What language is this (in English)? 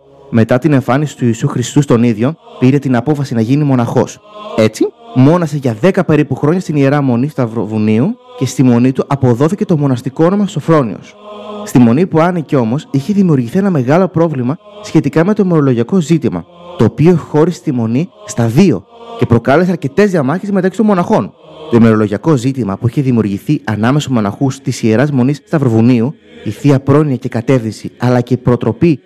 Greek